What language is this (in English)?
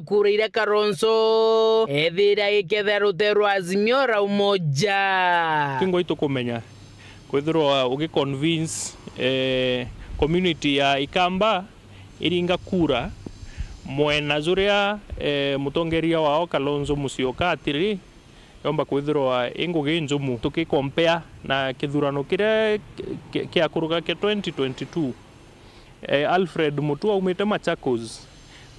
Meru